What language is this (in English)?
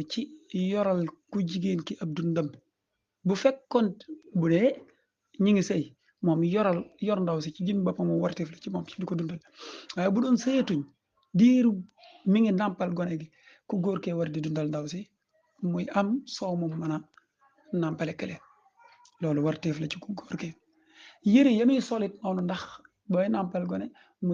Wolof